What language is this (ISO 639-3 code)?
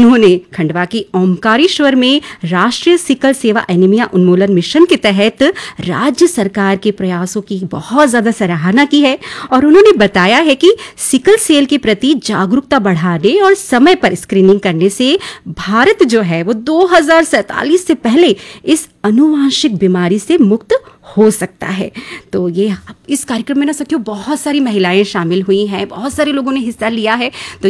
hin